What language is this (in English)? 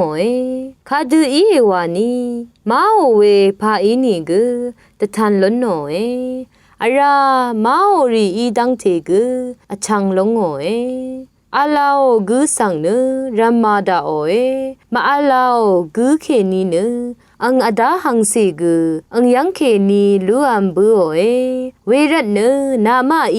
Rawang